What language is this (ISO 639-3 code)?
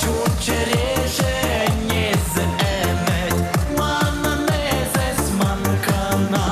chv